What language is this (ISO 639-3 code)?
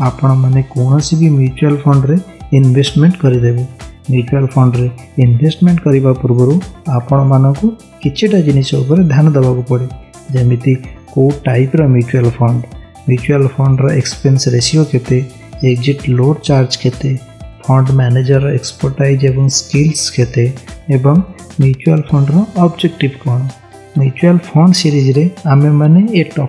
ori